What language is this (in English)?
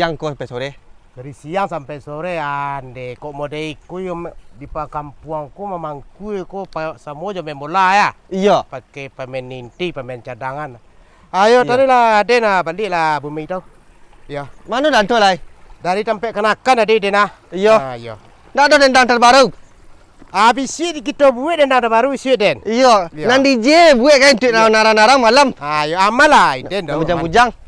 Minangkabau